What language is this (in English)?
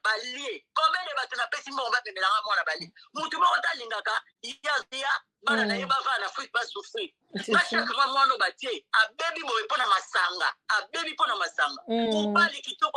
Lingala